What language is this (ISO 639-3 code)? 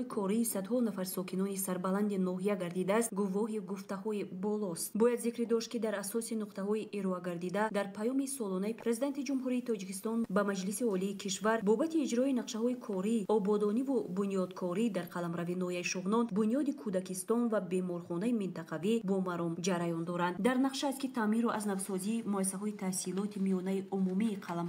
tgk